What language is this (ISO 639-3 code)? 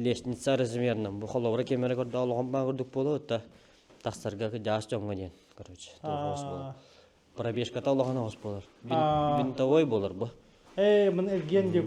sah